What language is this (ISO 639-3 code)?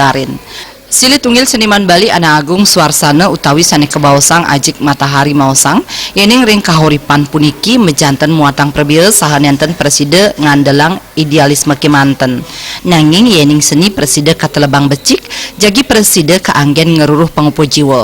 ban